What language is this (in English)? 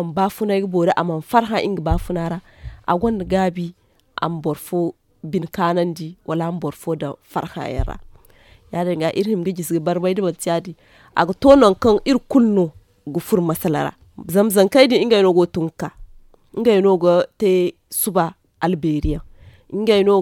Zarma